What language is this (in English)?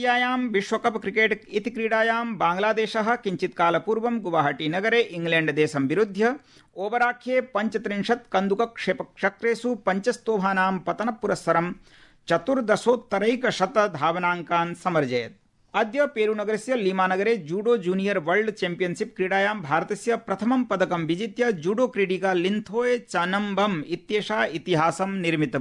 Sanskrit